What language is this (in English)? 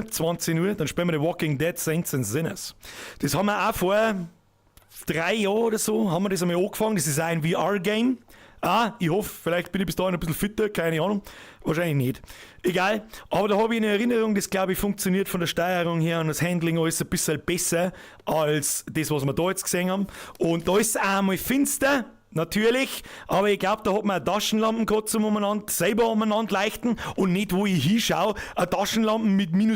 Bavarian